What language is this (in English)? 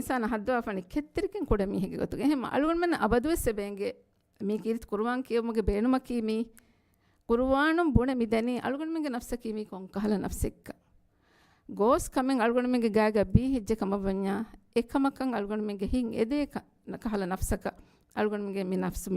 Divehi